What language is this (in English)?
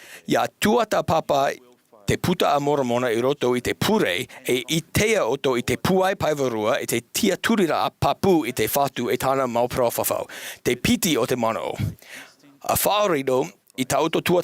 Tahitian